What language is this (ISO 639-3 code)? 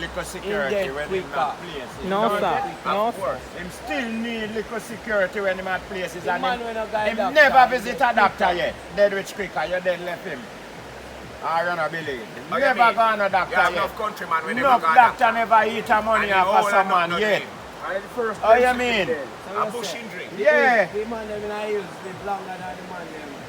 jam